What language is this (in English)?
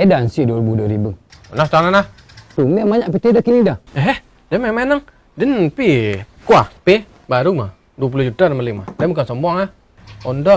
Minangkabau